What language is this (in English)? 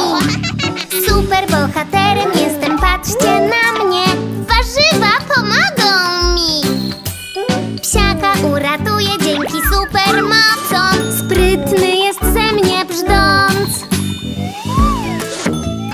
Polish